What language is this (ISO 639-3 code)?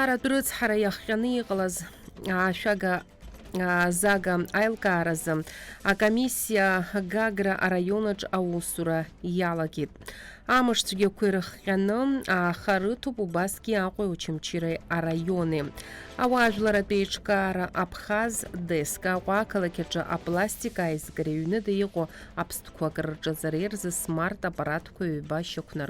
abk